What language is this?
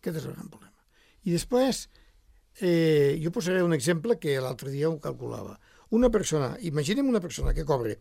Catalan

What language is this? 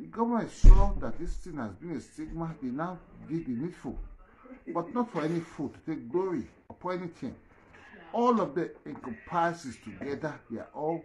Nigerian Pidgin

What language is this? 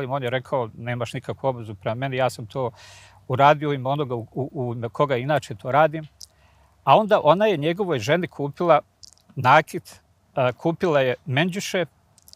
Bosnian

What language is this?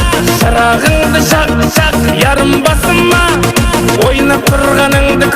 Kara-Kalpak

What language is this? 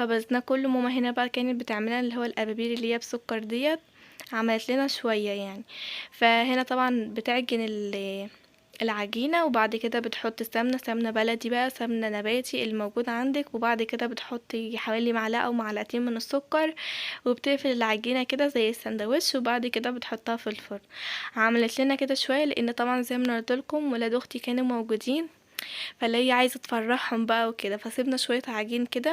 Egyptian Arabic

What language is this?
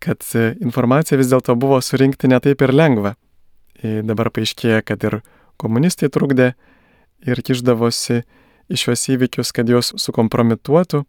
Lithuanian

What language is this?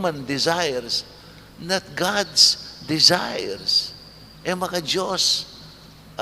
Pampanga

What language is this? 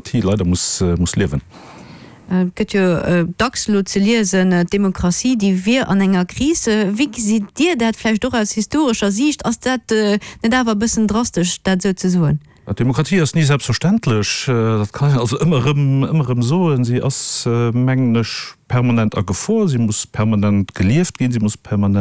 Luxembourgish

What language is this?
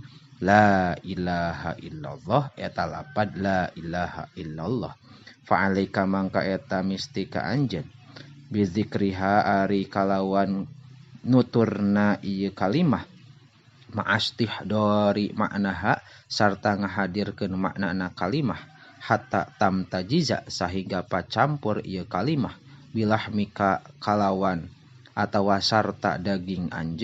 Sundanese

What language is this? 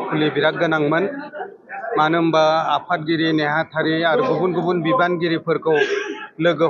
Bodo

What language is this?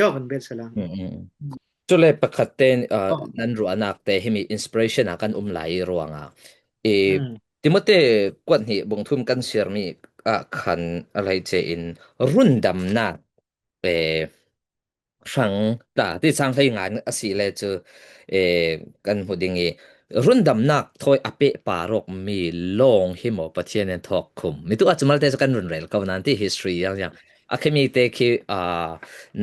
Falam Chin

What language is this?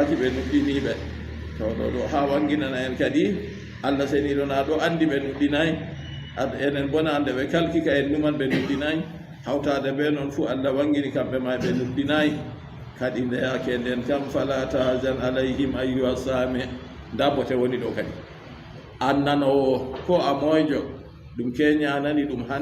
Fula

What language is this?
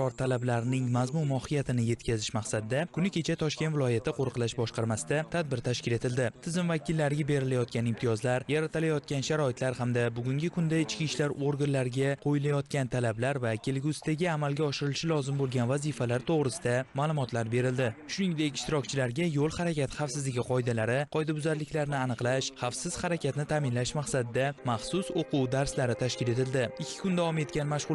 Uzbek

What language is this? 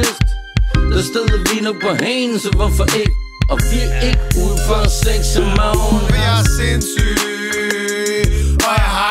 Danish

